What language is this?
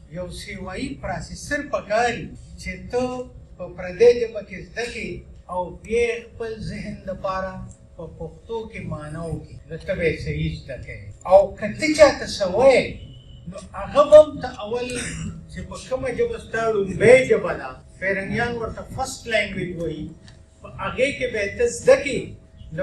Pashto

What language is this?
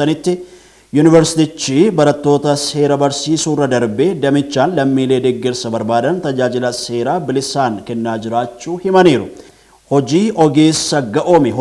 Oromo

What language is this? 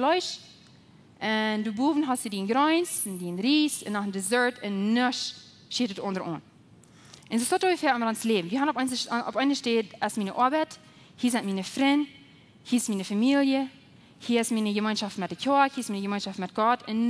Plautdietsch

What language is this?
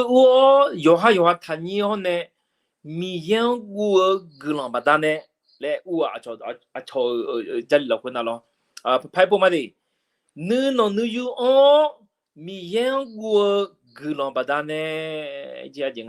Akha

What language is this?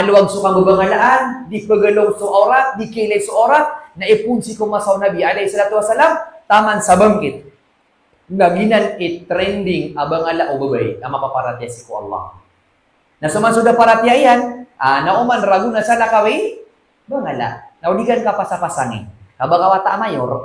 Maranao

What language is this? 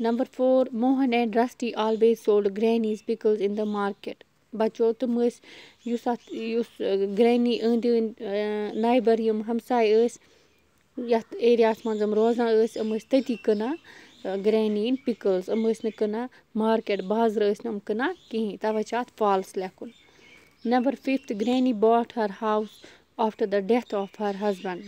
Kashmiri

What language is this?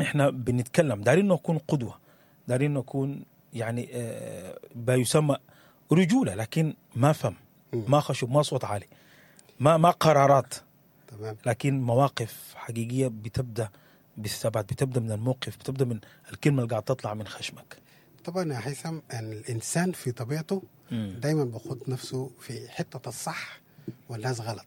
Sudanese Arabic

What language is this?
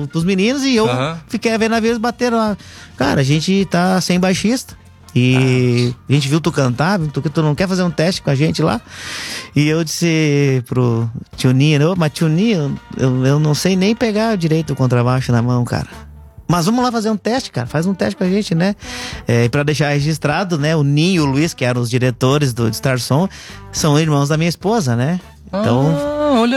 Portuguese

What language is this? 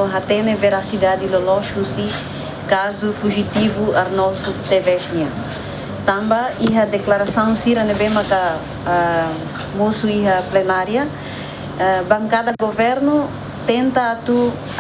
Tetum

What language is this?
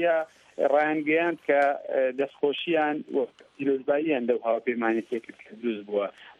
Central Kurdish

